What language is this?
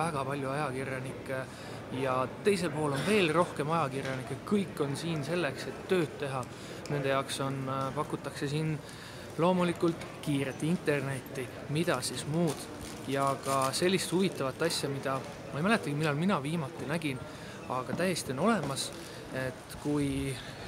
Estonian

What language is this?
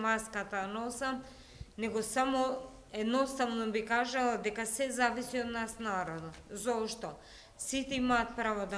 Macedonian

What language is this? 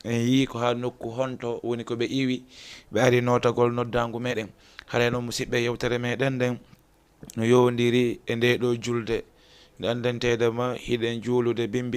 Fula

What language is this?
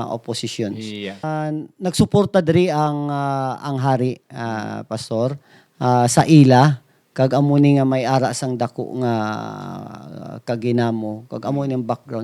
Hiligaynon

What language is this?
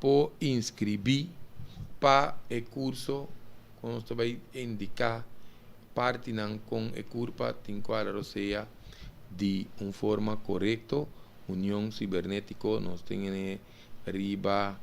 Papiamento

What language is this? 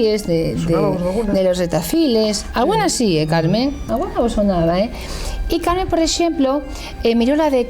Asturian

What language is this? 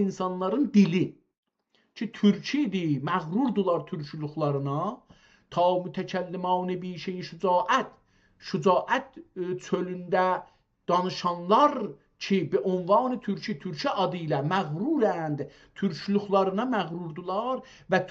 South Azerbaijani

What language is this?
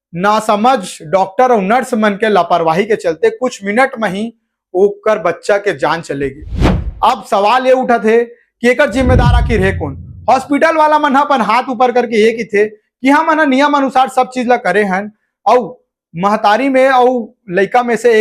Chhattisgarhi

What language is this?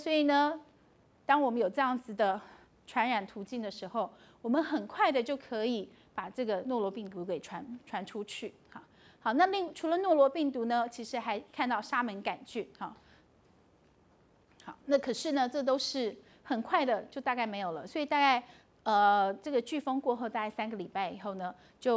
Chinese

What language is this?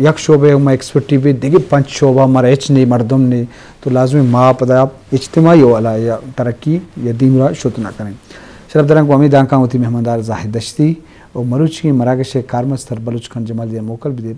Eastern Balochi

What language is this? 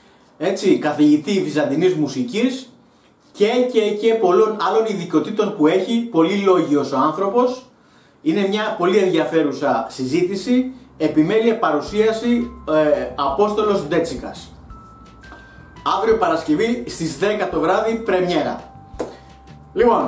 Greek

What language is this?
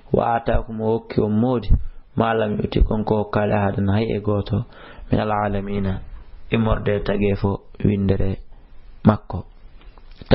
Fula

